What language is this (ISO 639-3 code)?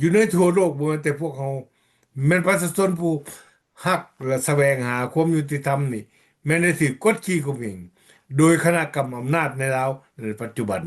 lao